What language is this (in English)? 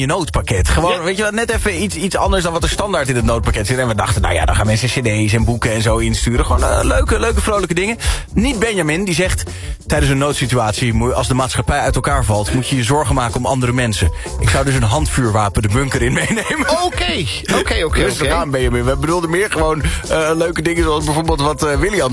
Dutch